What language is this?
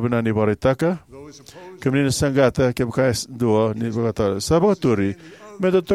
Fijian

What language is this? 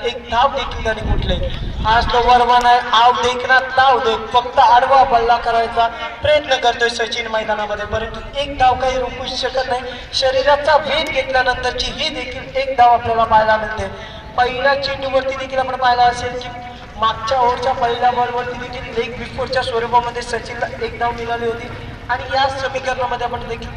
Marathi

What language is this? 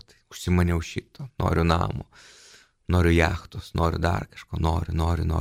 Lithuanian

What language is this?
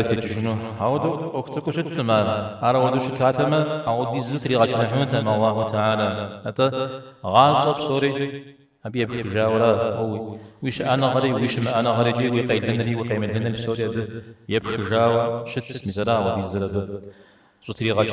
Kabardian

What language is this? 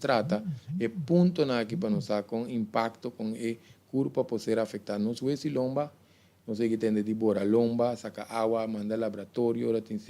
Papiamento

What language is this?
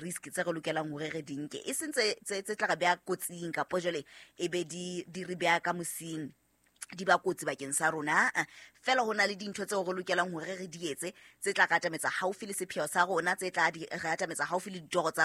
Southern Sotho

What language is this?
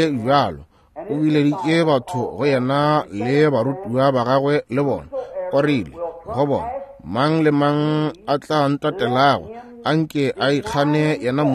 Northern Sotho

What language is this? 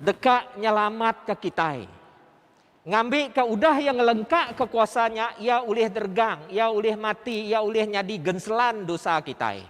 Iban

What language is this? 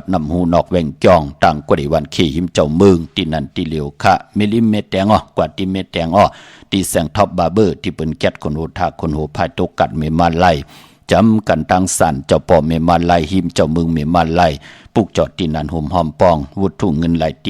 Shan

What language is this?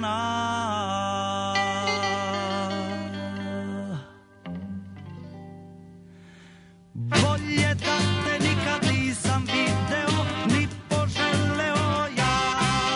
Serbian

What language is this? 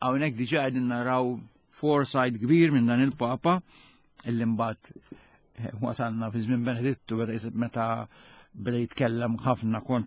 Maltese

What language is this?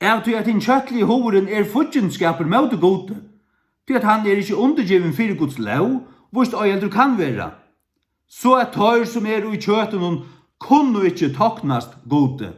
Faroese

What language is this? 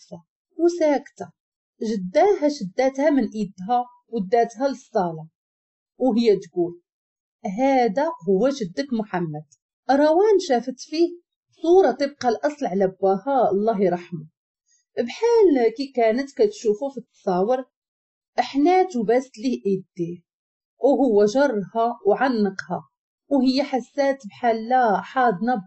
Moroccan Arabic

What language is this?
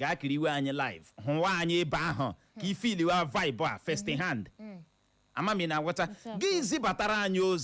Igbo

